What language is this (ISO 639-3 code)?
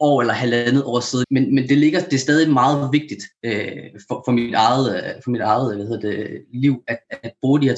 dan